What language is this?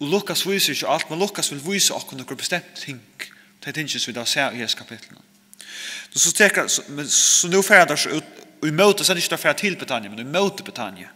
Faroese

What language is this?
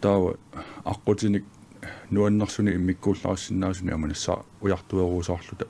Kalaallisut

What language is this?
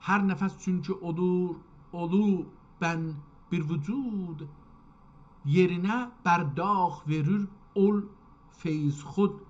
South Azerbaijani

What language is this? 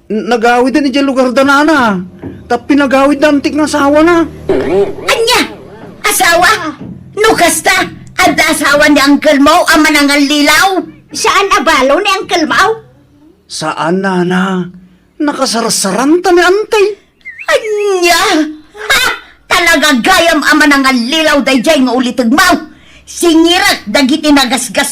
Iloko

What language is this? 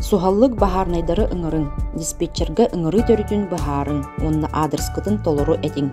Yakut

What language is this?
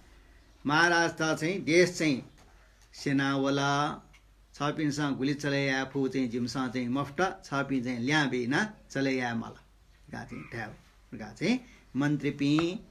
Newari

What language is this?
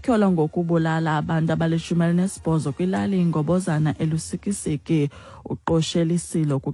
Xhosa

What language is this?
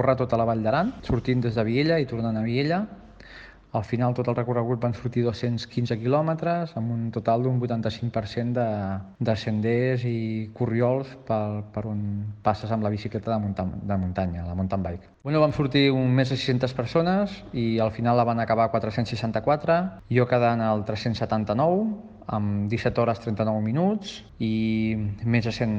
Catalan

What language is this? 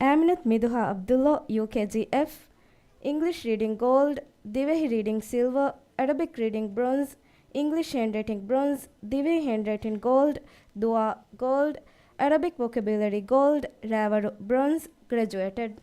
Divehi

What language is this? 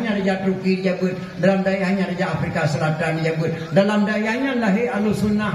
Achinese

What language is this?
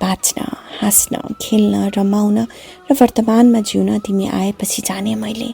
Nepali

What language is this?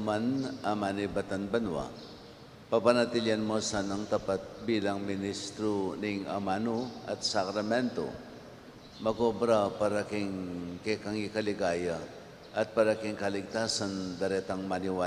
Pampanga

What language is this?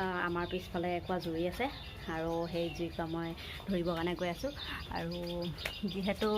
Assamese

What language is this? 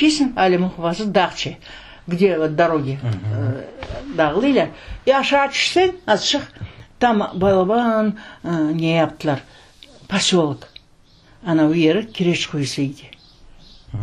Crimean Tatar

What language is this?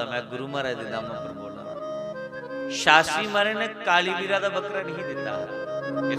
Dogri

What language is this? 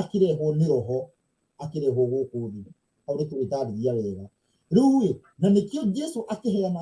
Kikuyu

